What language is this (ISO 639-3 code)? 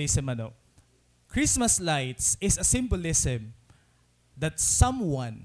war